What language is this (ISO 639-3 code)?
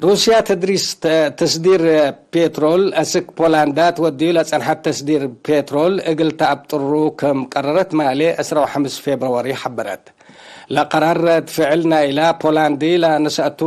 tig